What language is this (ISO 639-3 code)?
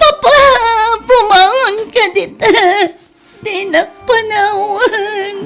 ilo